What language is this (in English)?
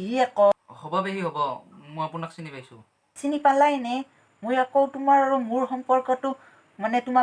Assamese